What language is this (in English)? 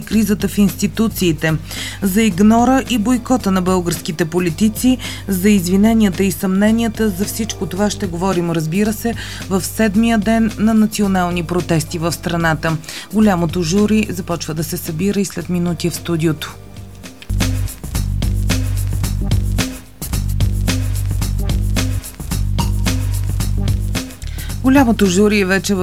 Bulgarian